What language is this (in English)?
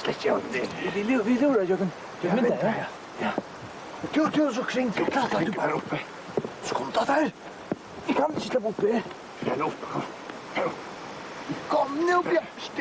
Faroese